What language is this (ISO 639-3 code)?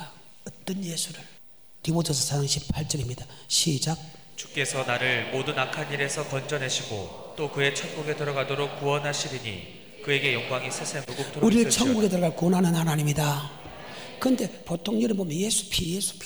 kor